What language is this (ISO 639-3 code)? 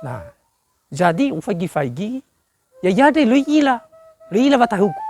nia